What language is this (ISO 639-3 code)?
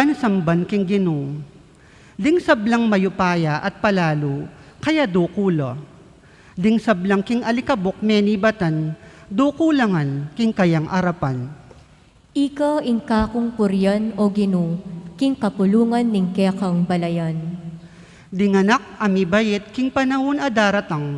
pam